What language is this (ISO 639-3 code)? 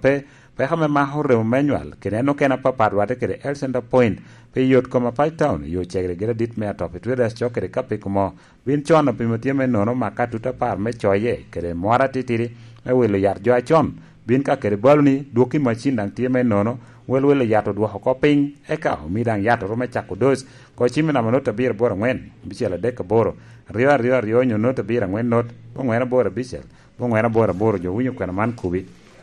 laj